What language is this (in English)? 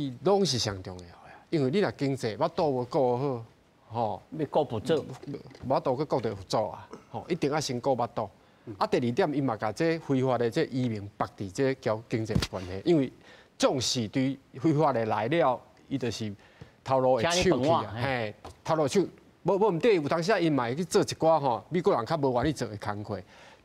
Min Nan Chinese